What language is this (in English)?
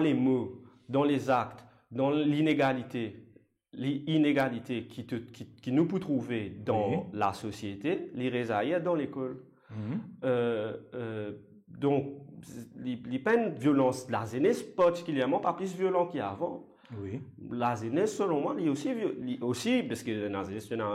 Morisyen